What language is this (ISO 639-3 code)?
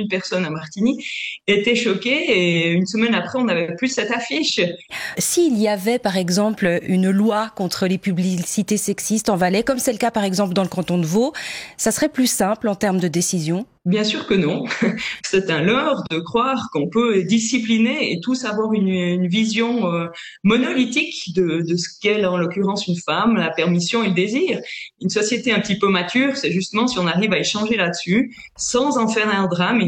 fra